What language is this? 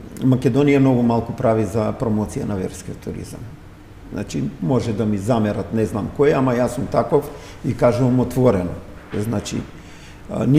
Macedonian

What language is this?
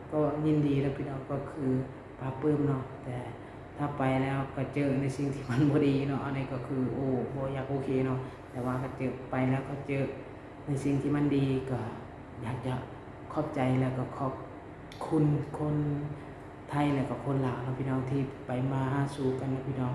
Lao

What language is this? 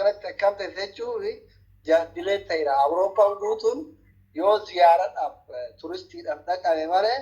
Oromo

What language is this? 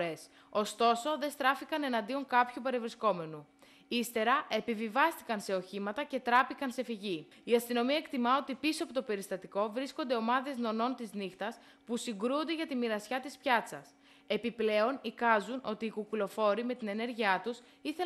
Greek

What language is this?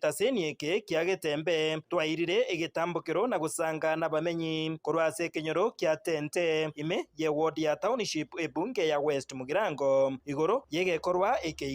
Gusii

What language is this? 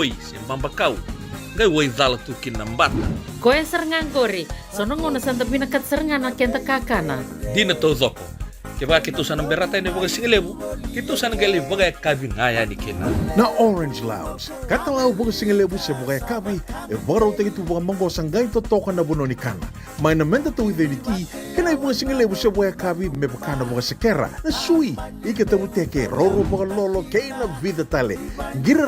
Fijian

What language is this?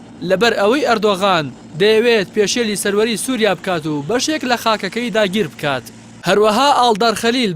Central Kurdish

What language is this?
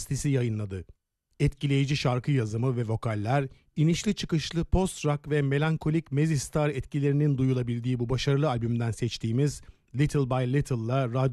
Turkish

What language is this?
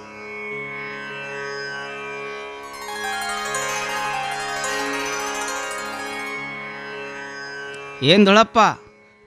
Kannada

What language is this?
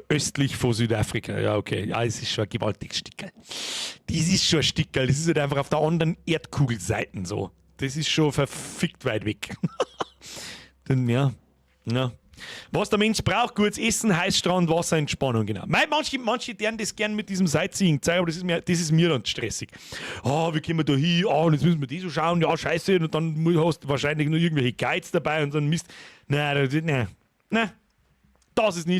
Bavarian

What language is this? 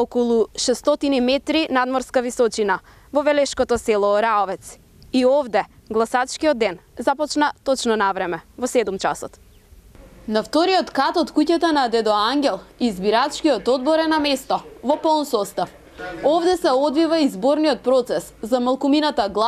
Macedonian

